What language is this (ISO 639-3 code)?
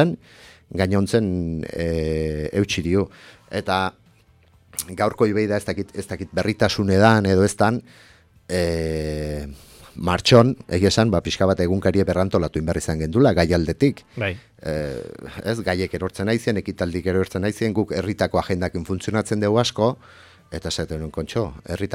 eus